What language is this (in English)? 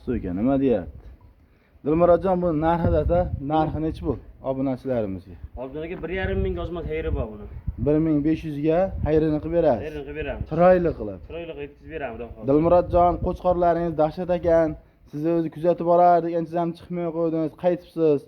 Uzbek